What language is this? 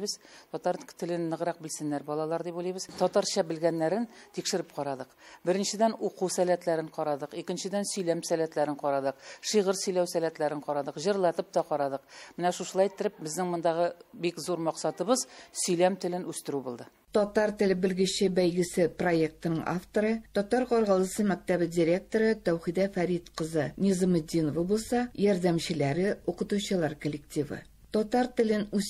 Tatar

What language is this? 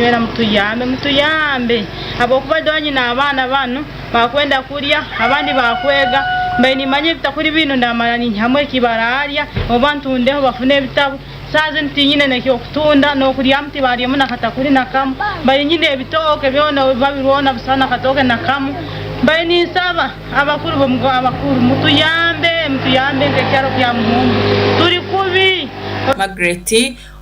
Nyankole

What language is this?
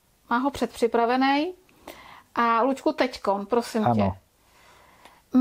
Czech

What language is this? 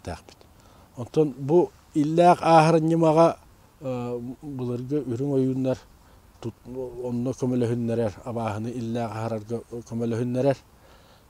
Yakut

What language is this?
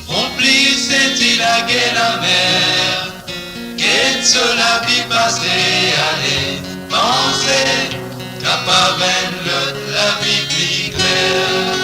Morisyen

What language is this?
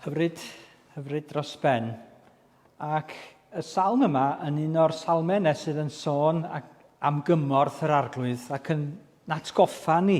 Welsh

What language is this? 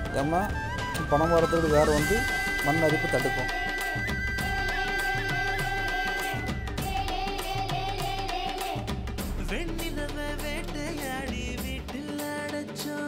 Tamil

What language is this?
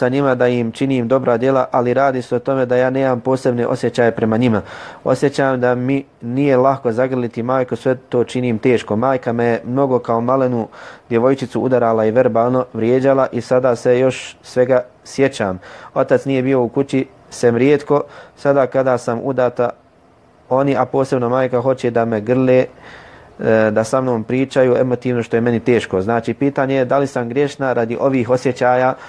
Bosnian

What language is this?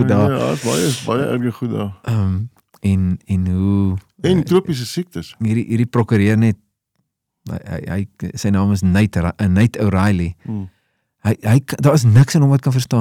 Afrikaans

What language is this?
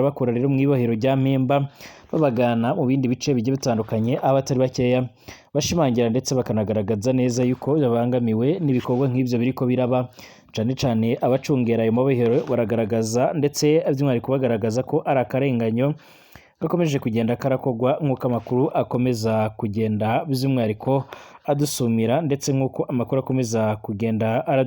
Rundi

